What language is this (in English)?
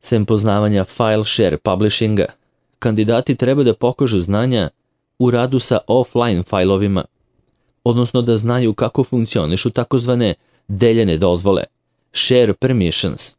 Serbian